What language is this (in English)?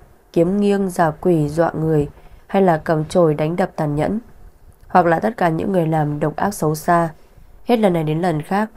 Vietnamese